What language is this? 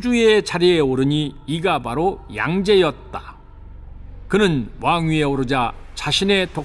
Korean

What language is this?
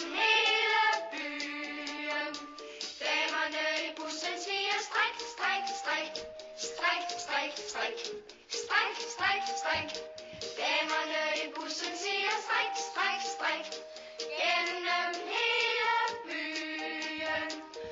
Danish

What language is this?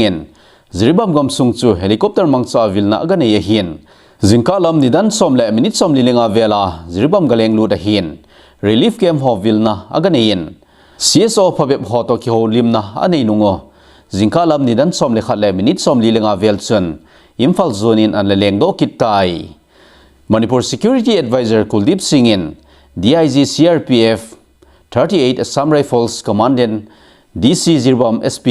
Thado Chin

